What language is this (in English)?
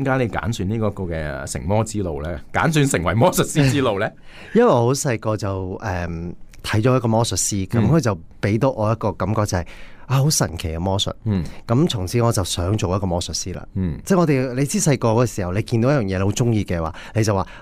Cantonese